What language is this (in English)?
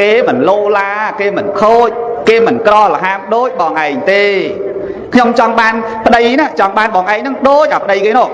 Khmer